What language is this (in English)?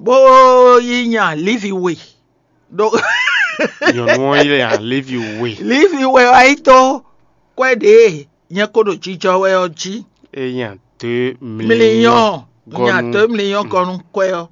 Fon